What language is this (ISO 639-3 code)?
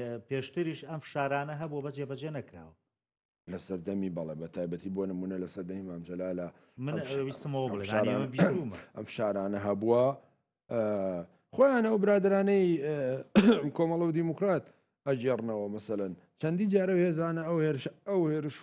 ckb